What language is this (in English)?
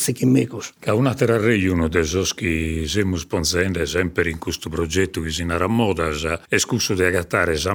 Sardinian